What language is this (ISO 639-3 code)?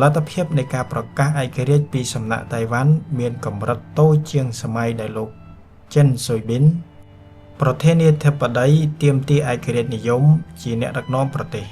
khm